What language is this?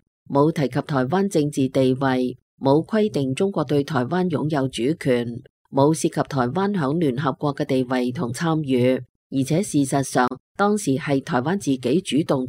Cantonese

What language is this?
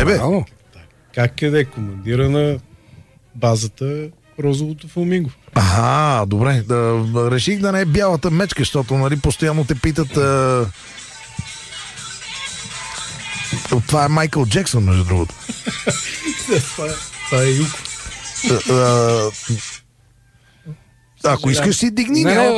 Bulgarian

